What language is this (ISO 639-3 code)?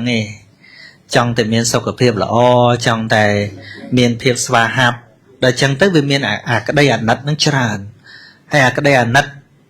khm